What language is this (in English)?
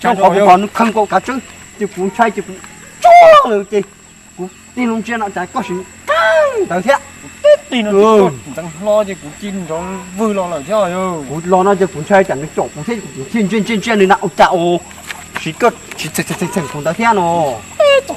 Hmong